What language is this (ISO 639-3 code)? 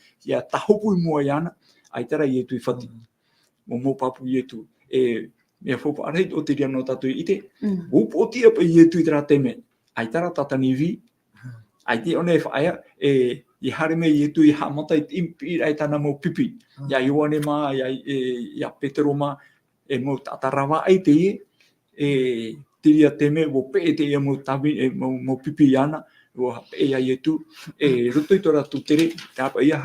tah